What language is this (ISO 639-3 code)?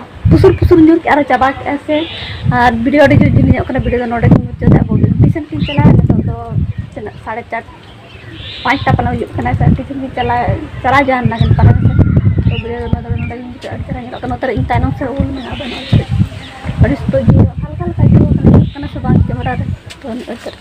sat